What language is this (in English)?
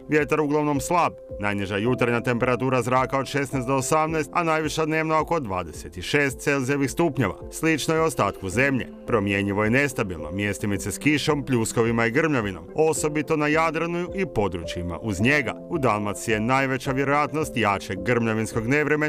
Croatian